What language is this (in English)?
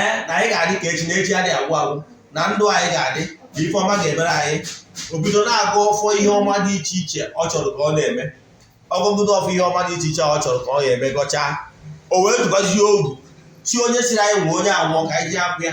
Igbo